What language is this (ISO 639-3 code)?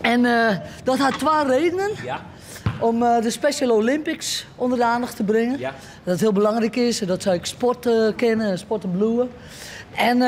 fry